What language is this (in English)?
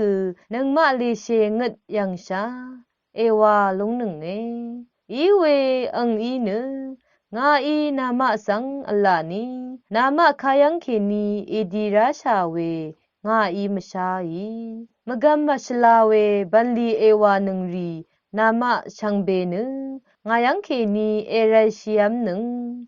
Rawang